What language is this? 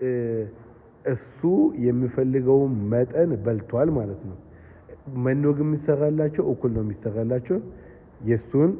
Amharic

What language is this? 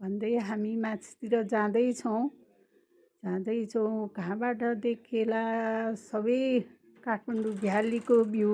Nepali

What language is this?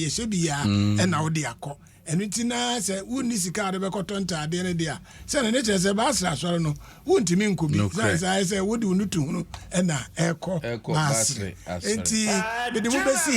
Akan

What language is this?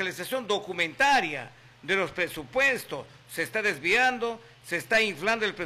Spanish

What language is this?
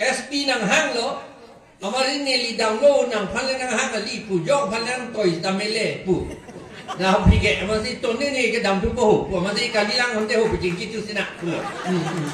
Karbi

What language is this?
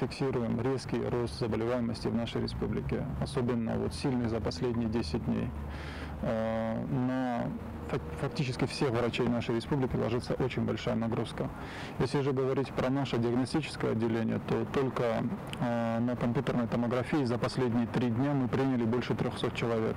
Ossetic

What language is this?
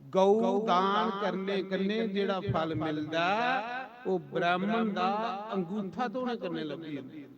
Dogri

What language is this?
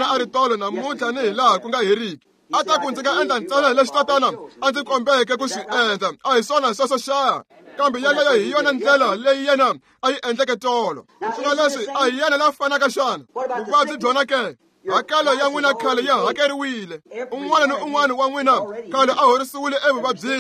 Tsonga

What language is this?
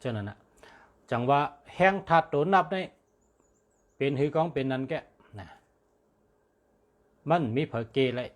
Shan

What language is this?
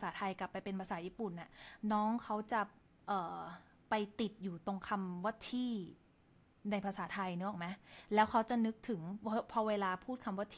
Thai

